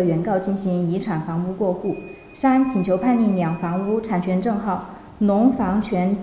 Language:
Chinese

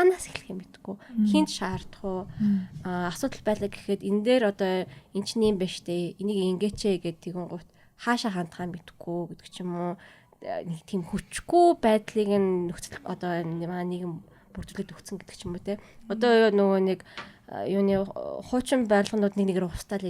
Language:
Mongolian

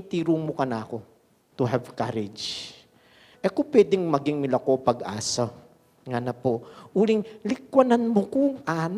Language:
Pampanga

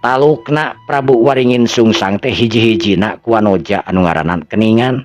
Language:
Sundanese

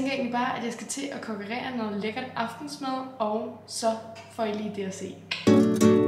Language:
Danish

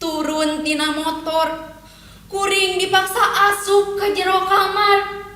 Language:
Sundanese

